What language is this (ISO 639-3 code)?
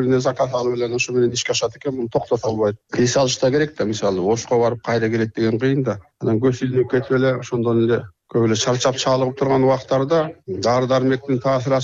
kir